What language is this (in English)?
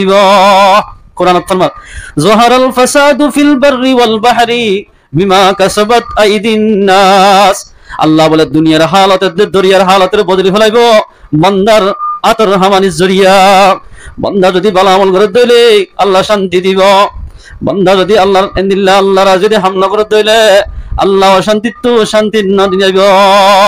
Rohingya